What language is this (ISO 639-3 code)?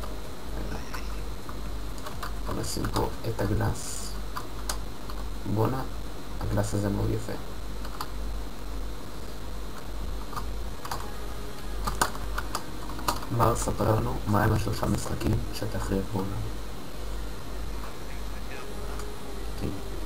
heb